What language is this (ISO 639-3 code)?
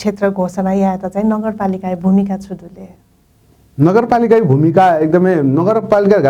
new